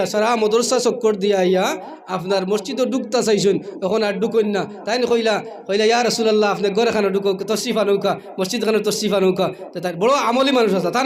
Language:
Sylheti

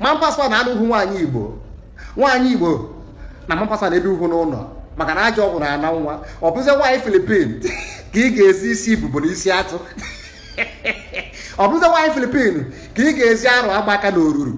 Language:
Igbo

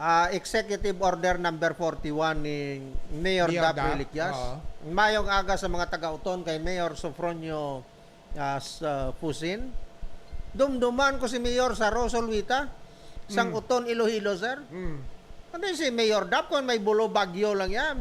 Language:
Hiligaynon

